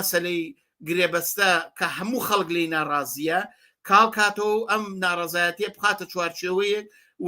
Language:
Central Kurdish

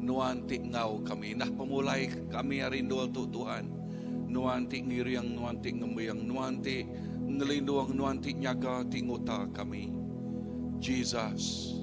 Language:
Iban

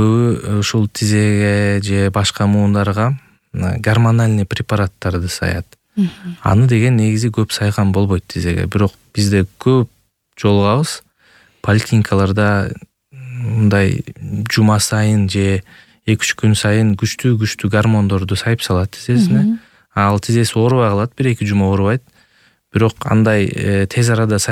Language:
Kyrgyz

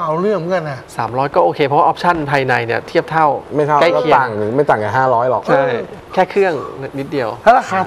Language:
Thai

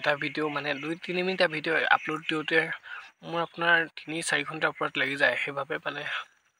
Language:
Assamese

